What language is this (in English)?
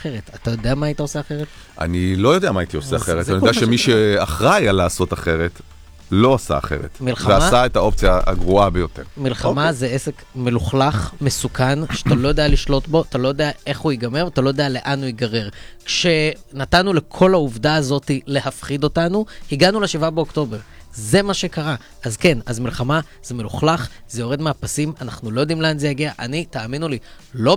Hebrew